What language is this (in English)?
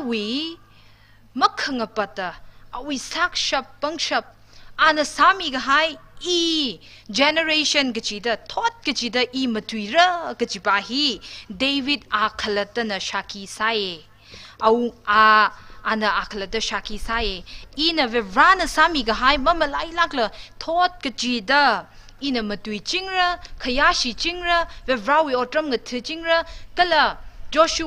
Tangkhul Naga (India)